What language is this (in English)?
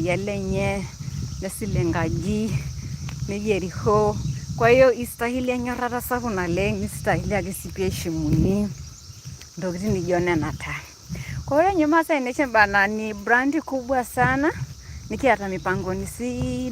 Masai